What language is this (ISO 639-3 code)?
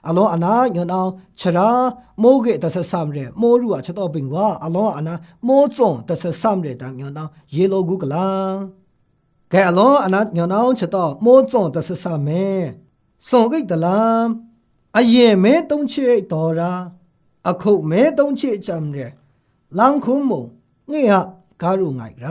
mhx